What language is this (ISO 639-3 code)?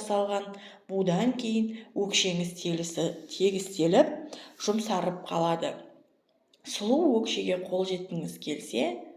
kaz